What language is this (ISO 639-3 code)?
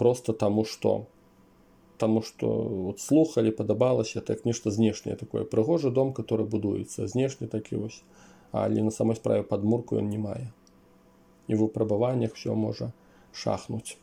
bel